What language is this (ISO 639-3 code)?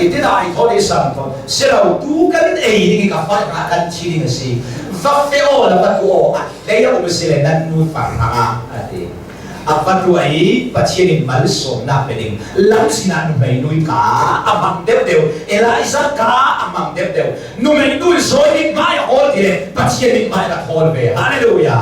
cnh